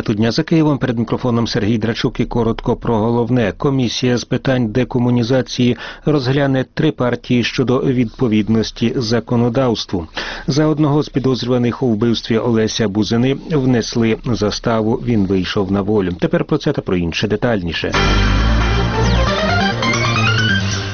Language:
Ukrainian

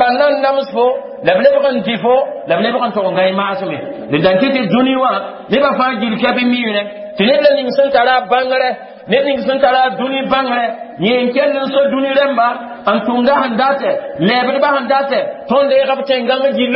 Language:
Mossi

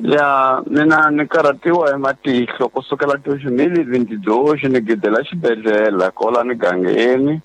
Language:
Tsonga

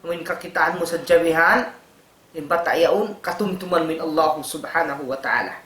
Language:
Tausug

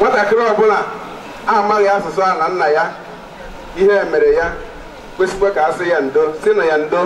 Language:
Igbo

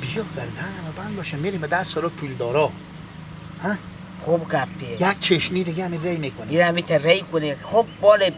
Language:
Persian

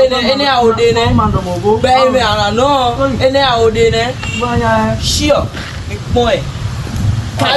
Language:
Fon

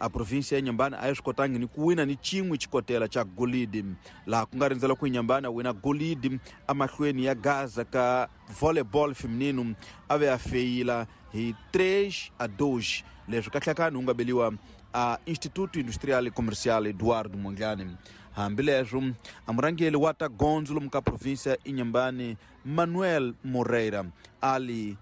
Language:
Tsonga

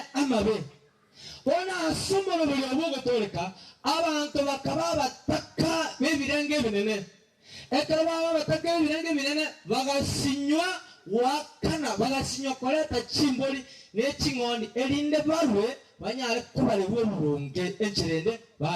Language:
Gusii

